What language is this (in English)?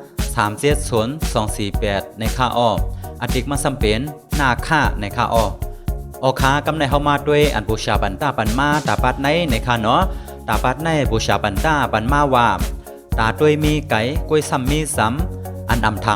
Shan